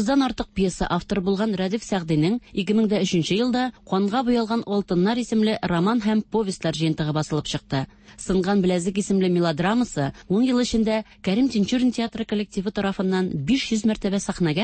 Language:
Tatar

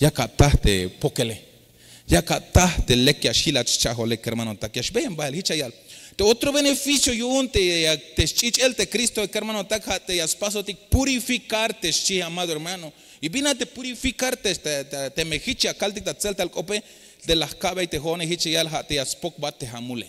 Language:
Tzeltal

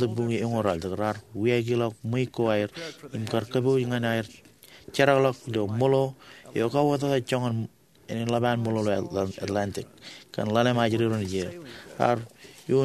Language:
Marshallese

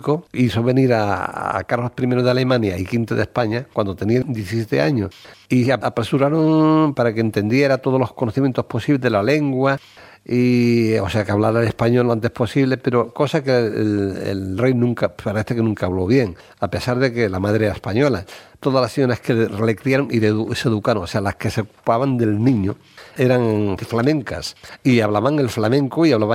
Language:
Spanish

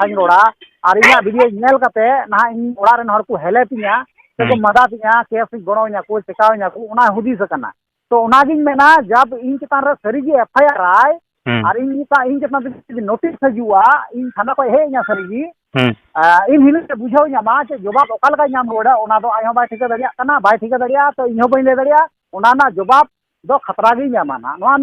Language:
Santali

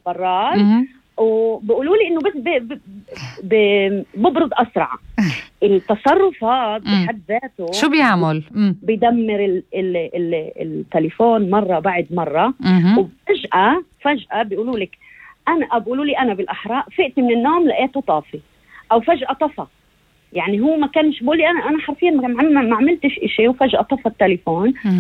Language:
North Levantine Arabic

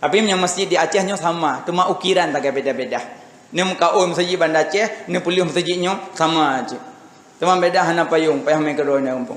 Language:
Achinese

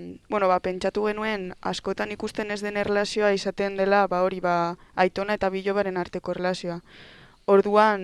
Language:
Basque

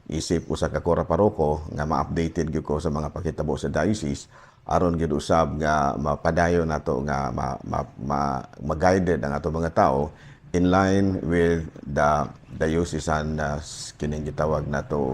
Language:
Cebuano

